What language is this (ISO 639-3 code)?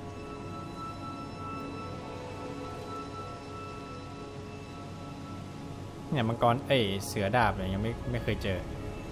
tha